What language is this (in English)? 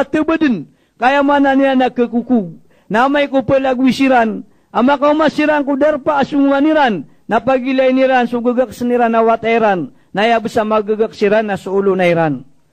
Maranao